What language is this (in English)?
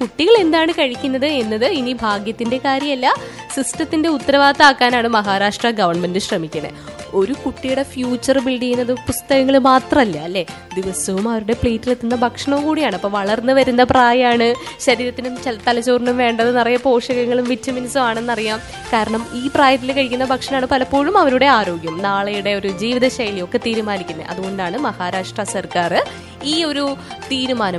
Malayalam